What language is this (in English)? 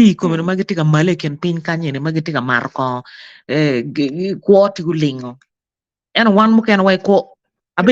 Acoli